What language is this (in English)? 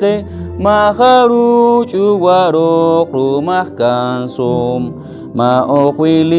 Poqomchi'